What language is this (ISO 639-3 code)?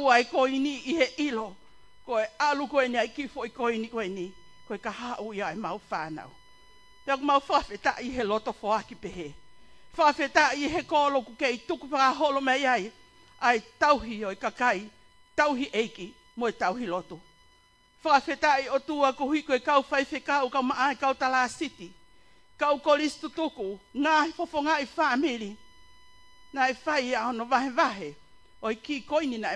ton